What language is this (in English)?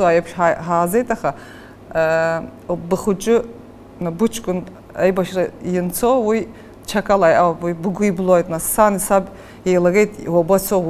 Abkhazian